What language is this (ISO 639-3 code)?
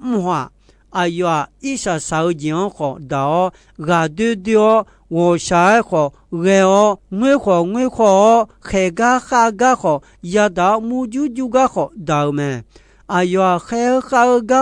ahk